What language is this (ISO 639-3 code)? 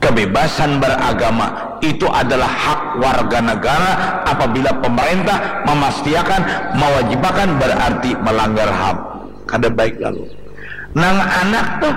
bjn